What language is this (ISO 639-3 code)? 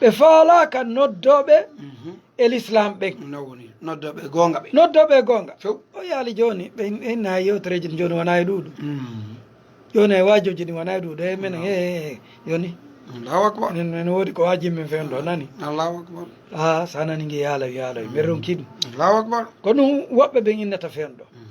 ful